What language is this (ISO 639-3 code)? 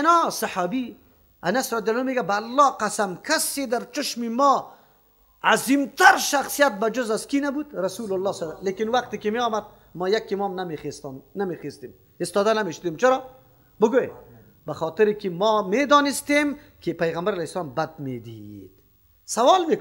fas